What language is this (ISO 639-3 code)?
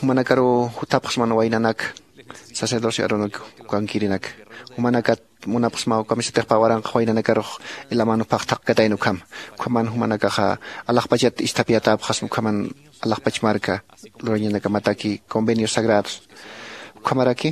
aym